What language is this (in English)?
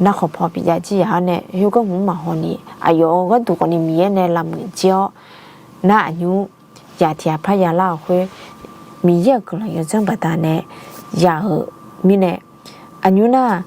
Akha